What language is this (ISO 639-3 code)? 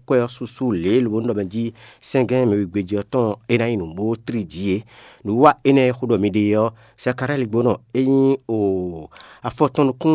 fon